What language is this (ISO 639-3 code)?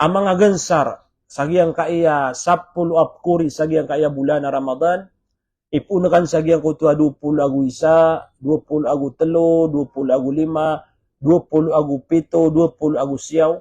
mrw